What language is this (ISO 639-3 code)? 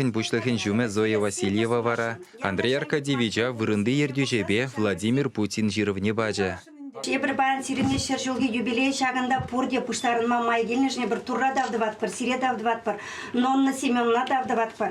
chv